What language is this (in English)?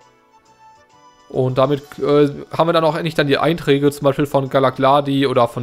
German